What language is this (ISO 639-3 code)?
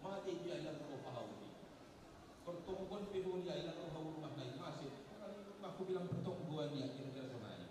bts